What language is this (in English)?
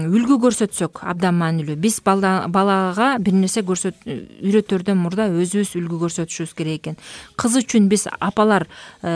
Kyrgyz